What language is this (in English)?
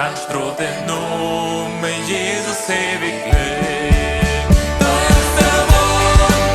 Plautdietsch